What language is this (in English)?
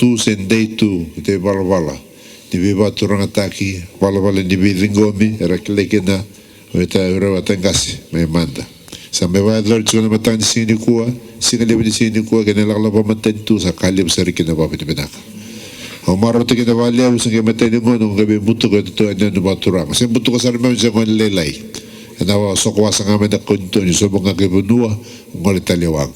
Fijian